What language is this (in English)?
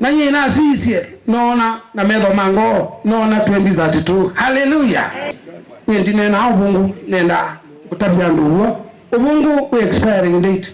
Kamba